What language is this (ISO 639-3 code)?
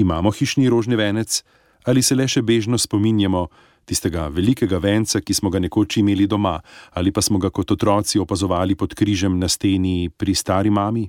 slv